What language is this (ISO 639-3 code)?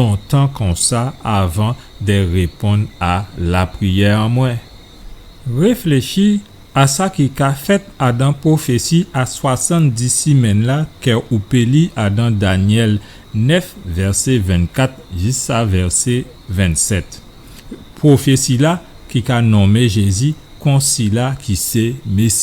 gcf